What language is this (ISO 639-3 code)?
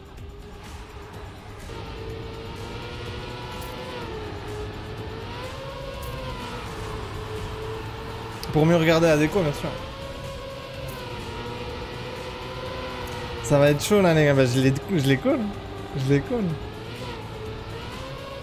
fra